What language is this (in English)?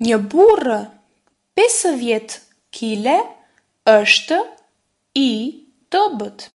Albanian